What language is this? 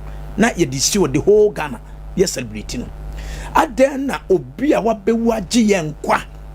Akan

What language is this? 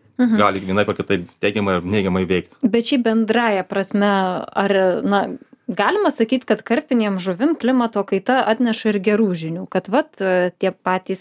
Lithuanian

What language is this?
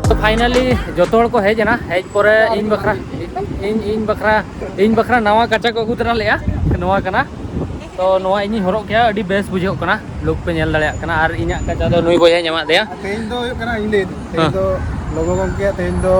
Santali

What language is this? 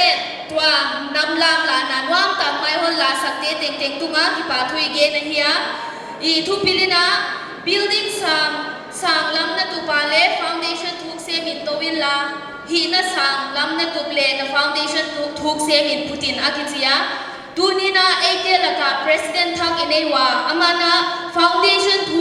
Paite Chin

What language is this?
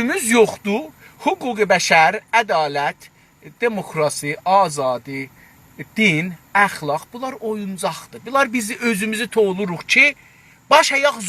South Azerbaijani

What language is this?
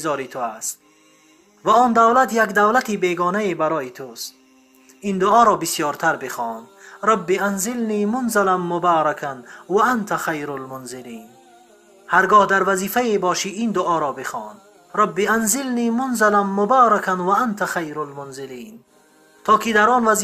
Tajik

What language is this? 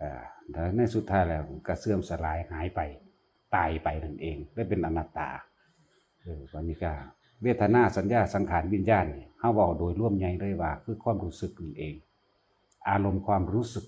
Northeastern Thai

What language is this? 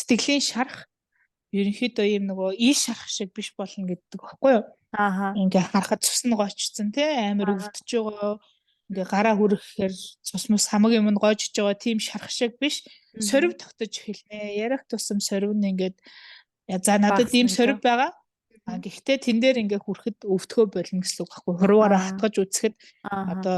Mongolian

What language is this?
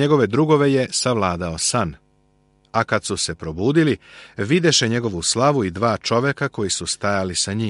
Serbian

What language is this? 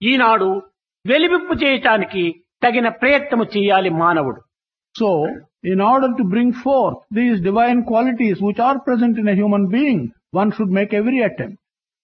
Telugu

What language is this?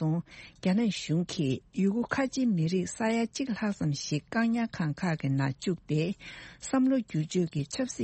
Tibetan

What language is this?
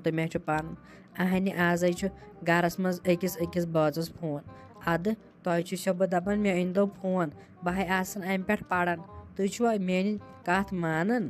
Kashmiri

